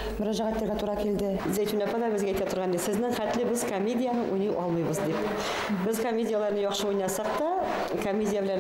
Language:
Bashkir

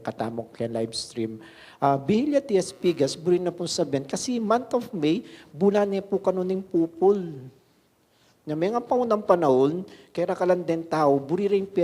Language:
Pampanga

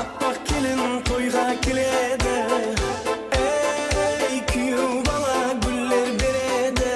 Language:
Kara-Kalpak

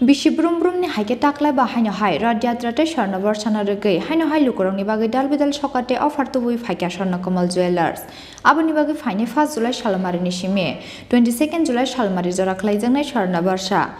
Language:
Kok Borok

